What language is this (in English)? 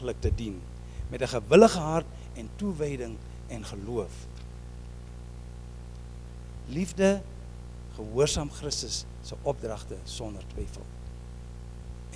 Afrikaans